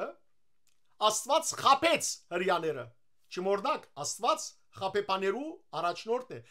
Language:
Western Armenian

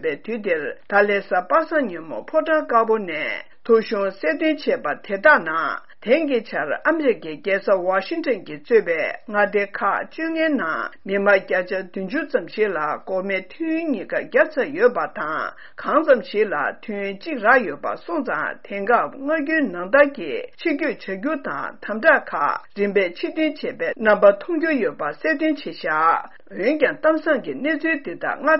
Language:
Tibetan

